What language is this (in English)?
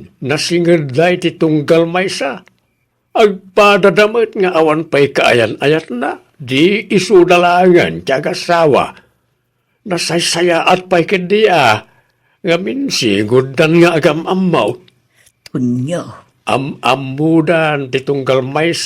Iloko